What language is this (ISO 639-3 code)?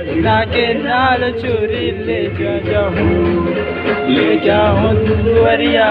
hne